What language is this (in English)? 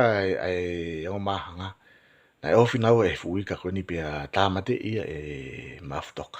Tongan